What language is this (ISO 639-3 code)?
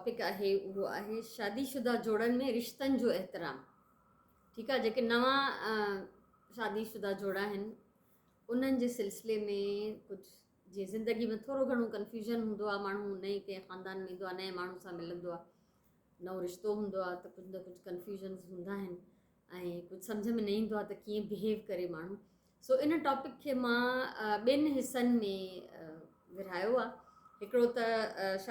snd